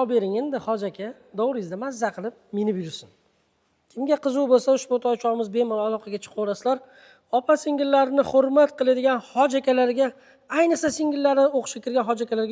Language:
Uzbek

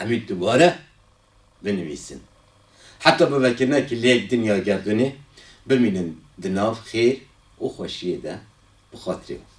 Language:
Kurdish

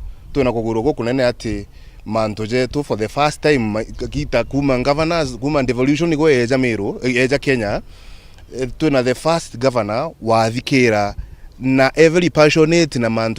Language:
Meru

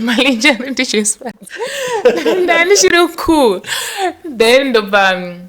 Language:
Shona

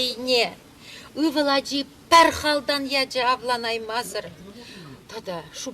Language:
Chuvash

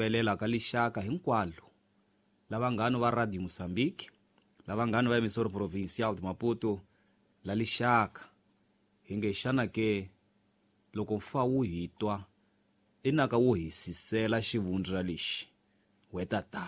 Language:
Tsonga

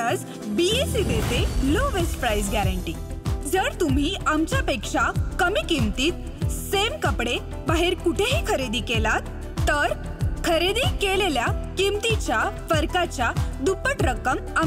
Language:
Marathi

